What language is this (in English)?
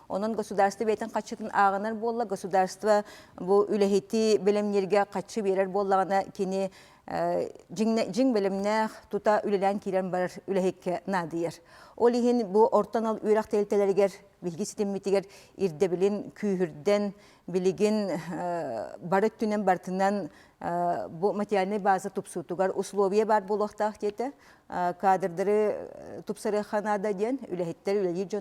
Yakut